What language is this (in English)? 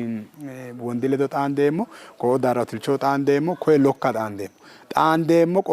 Sidamo